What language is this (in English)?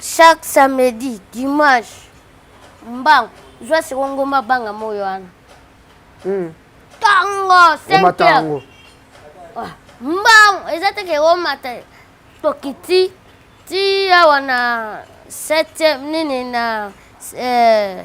Lingala